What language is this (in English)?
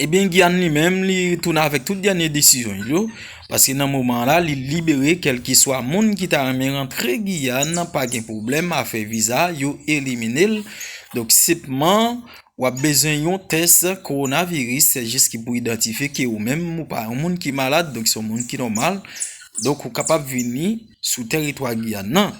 Haitian Creole